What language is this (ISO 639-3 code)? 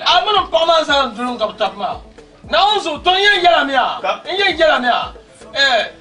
dag